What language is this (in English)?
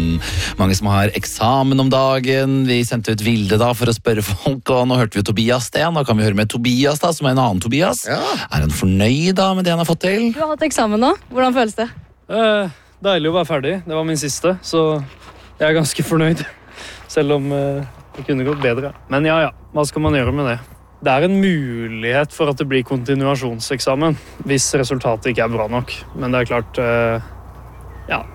Norwegian